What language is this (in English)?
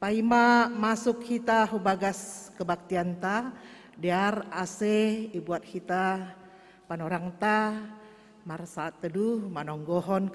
Batak Simalungun